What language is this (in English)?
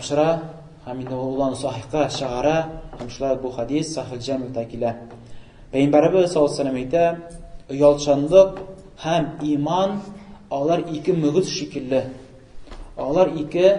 Tatar